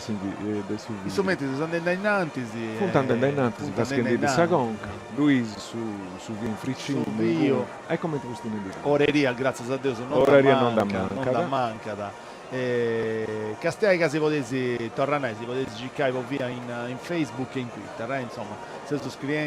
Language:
Sardinian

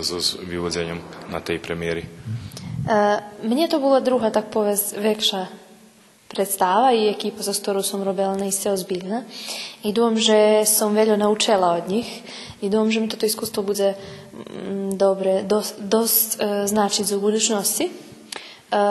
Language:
Rusyn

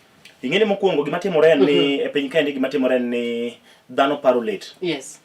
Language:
Luo (Kenya and Tanzania)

